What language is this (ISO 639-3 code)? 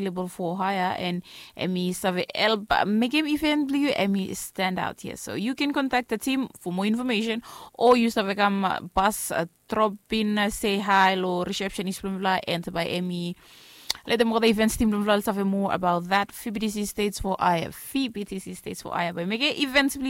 bis